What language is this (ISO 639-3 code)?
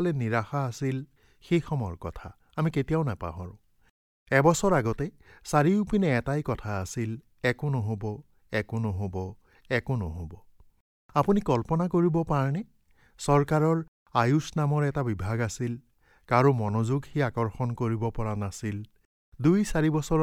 asm